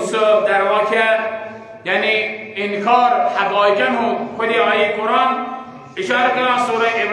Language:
Kashmiri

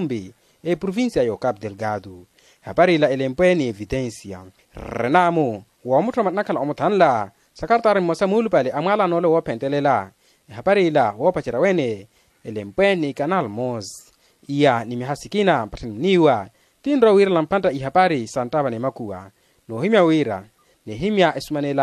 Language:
Makhuwa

